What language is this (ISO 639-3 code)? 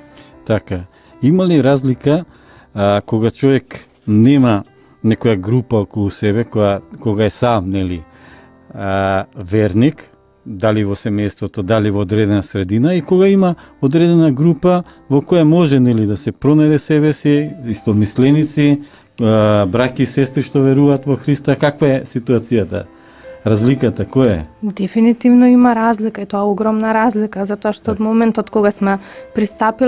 mkd